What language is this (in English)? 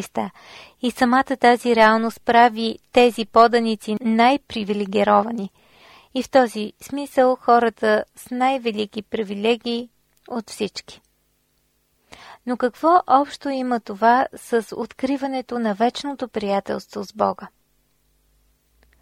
Bulgarian